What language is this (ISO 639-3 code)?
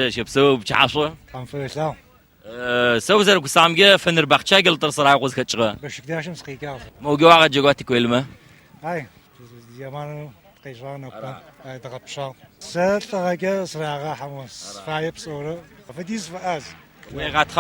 ady